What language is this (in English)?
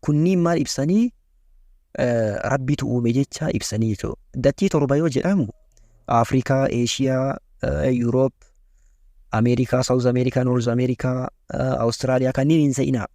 Oromo